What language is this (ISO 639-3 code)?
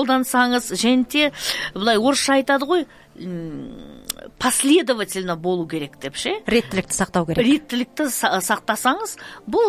kaz